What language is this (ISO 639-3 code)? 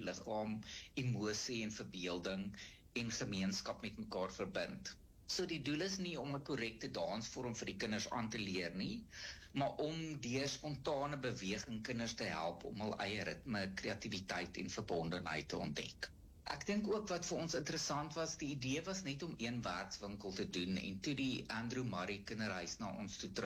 afr